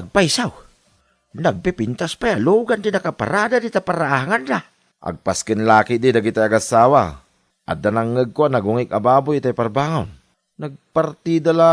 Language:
Iloko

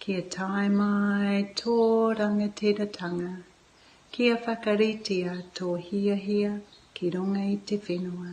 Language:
Māori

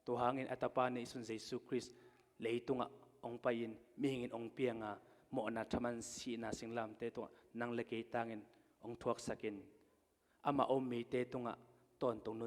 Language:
Tedim Chin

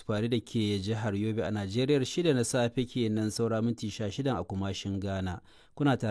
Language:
Hausa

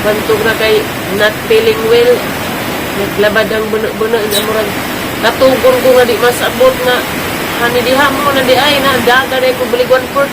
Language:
Cebuano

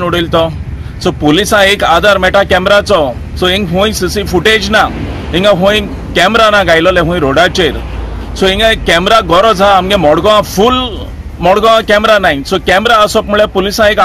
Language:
Konkani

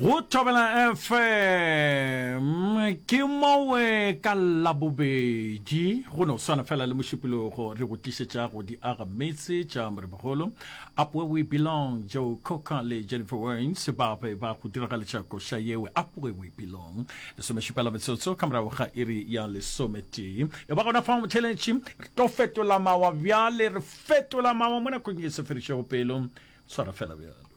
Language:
Northern Sotho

